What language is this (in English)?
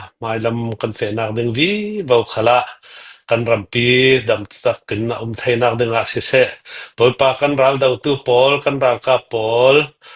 Hakha Chin